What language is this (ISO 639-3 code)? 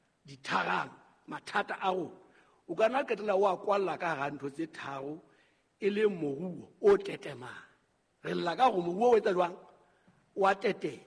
sot